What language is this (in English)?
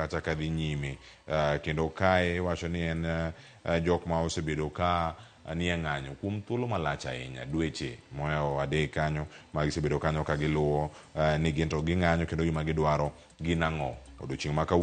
Luo (Kenya and Tanzania)